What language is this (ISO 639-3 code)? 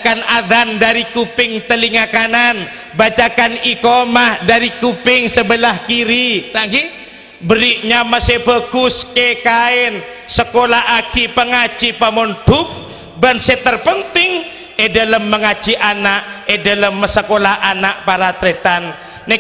mad